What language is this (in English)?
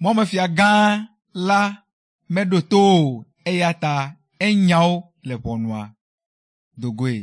Ewe